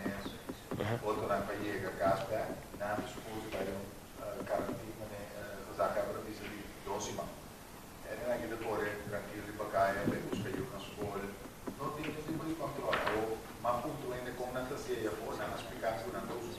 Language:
Papiamento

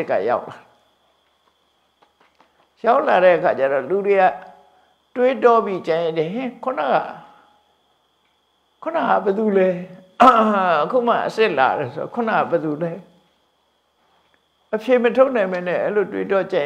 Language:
Burmese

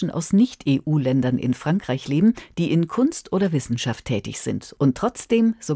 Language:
German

